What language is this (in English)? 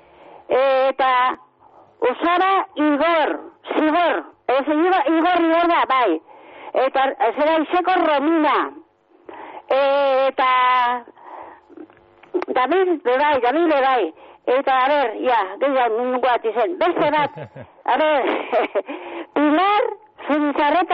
Basque